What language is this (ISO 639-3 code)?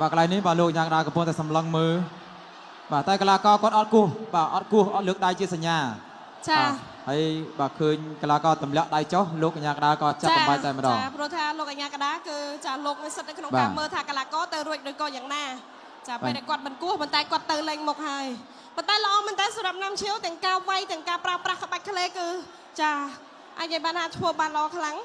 khm